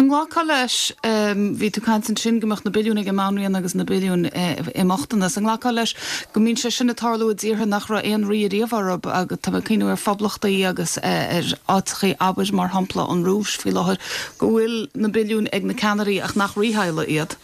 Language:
Irish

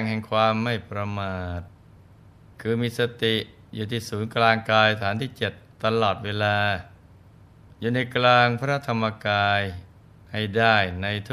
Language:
Thai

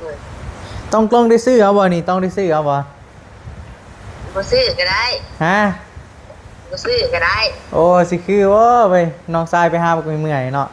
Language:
Northeastern Thai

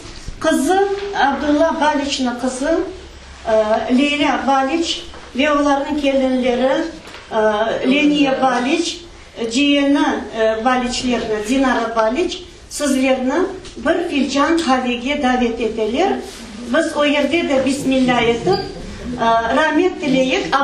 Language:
Crimean Tatar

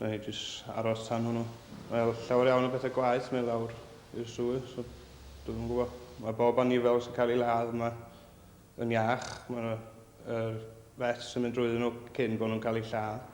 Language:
Welsh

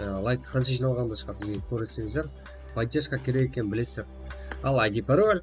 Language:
Kara-Kalpak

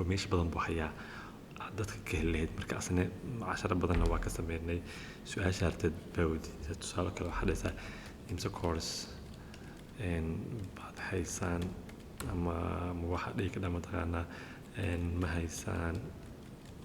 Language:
Somali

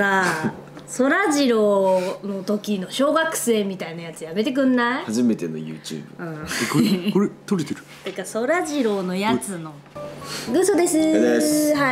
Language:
Japanese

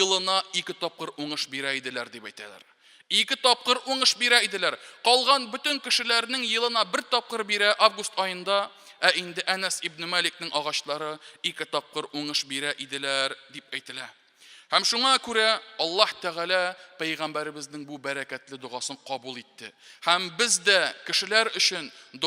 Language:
Tatar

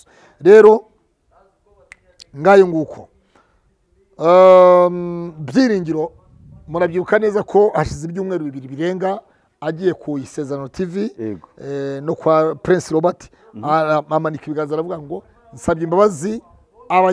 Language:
Kinyarwanda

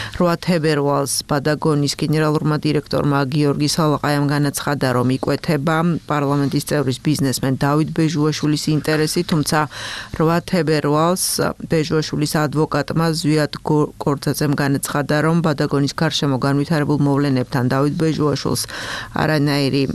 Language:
Georgian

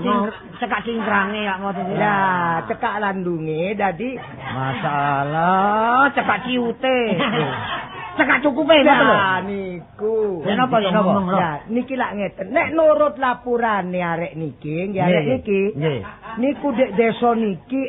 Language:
Javanese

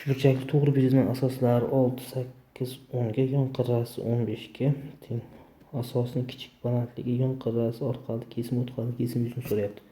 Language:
Uzbek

